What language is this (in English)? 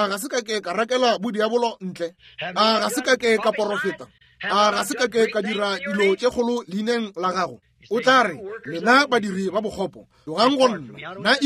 Northern Sotho